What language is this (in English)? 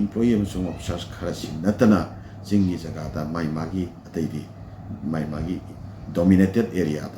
Manipuri